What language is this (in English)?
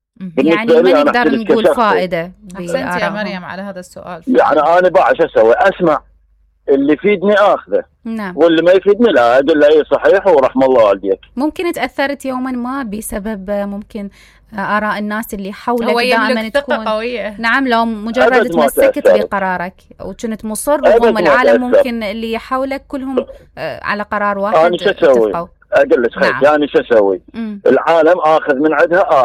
Mesopotamian Arabic